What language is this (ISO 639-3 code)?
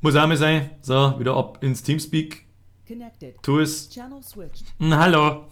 bar